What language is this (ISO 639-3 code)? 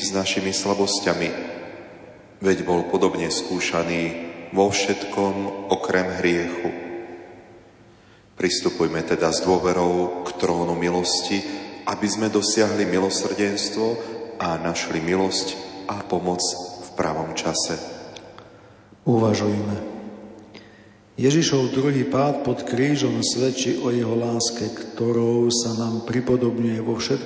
slk